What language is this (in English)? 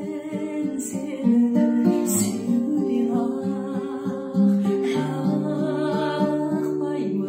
Kazakh